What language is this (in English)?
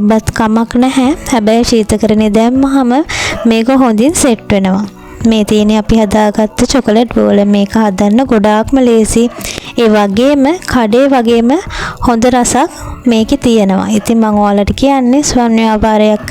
Sinhala